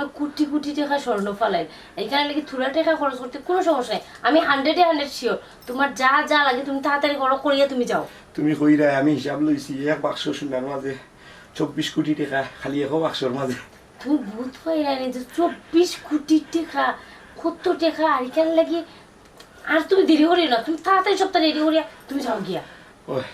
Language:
Sylheti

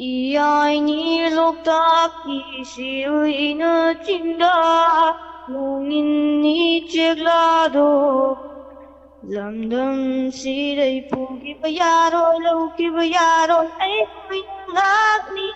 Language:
Manipuri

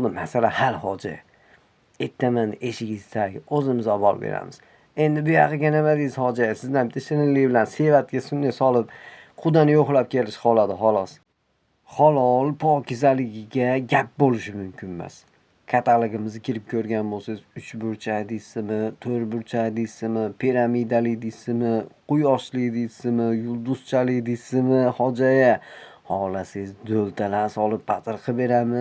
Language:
Uzbek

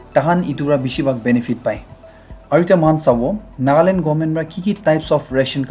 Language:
Naga Pidgin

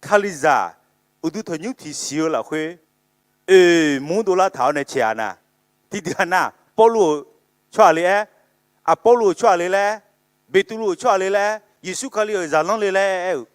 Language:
Akha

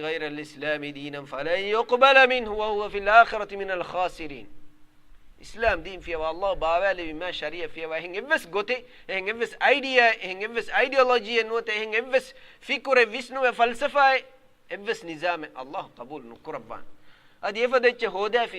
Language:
Divehi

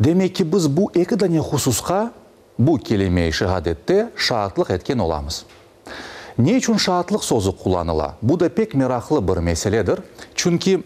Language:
Crimean Tatar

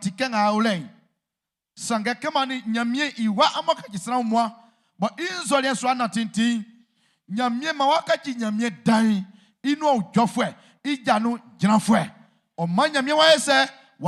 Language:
Baoulé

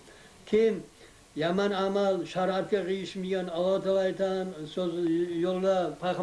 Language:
Kumyk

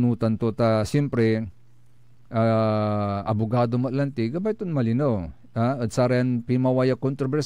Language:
Pangasinan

